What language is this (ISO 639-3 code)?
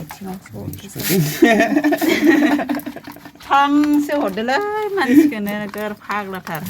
brx